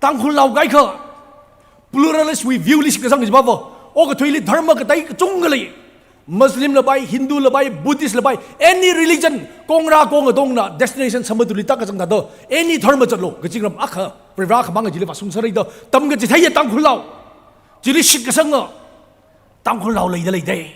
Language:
Tangkhul Naga (India)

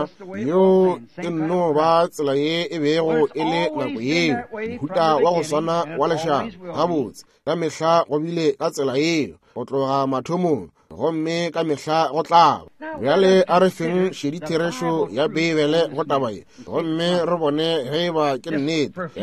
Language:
Northern Sotho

